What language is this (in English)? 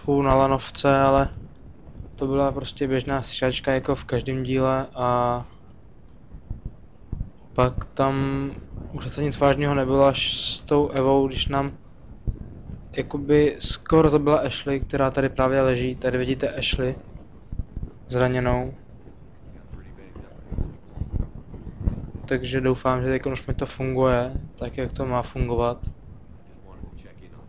Czech